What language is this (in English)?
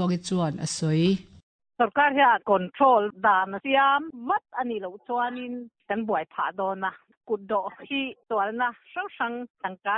Mizo